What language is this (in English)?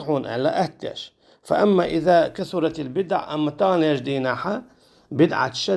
Chechen